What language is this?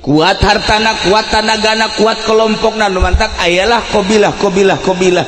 Sundanese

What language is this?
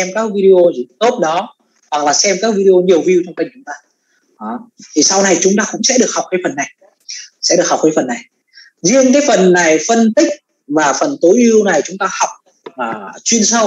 Vietnamese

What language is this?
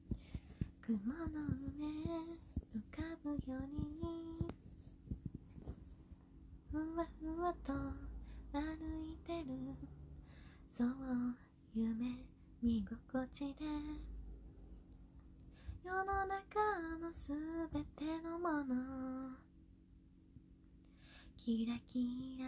Japanese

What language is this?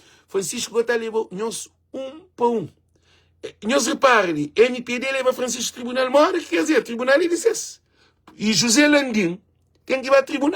Kabuverdianu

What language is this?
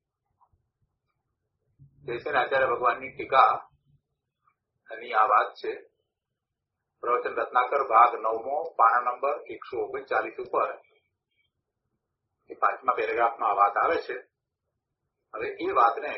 Gujarati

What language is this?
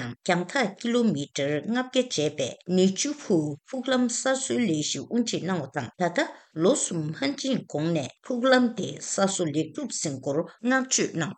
Tibetan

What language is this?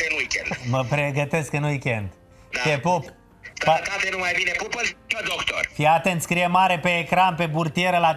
Romanian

